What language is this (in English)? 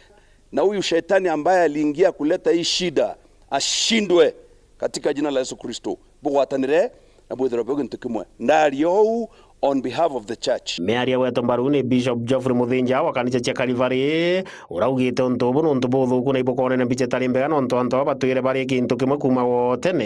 Meru